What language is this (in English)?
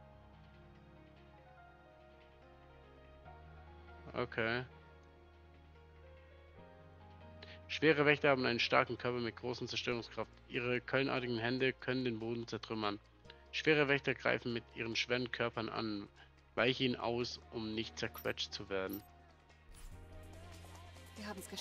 German